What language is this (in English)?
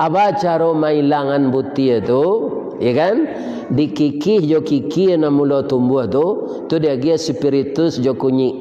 Minangkabau